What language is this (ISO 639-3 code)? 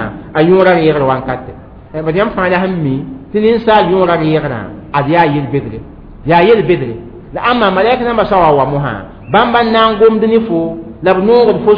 mos